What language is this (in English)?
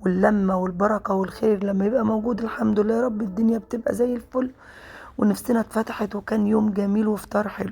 Egyptian Arabic